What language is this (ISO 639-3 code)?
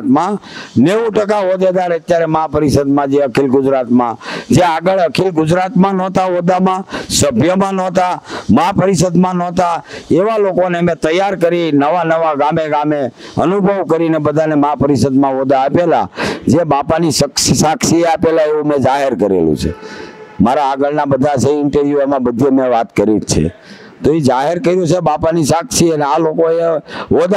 guj